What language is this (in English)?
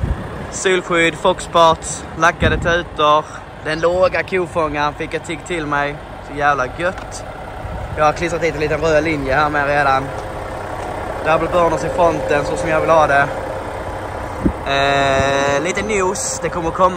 Swedish